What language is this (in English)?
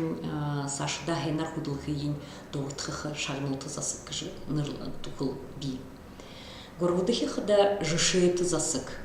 Buriat